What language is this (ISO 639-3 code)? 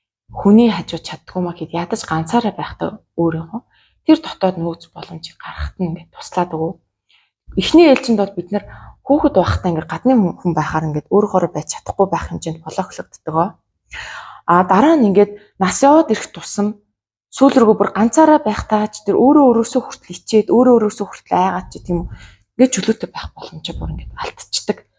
mon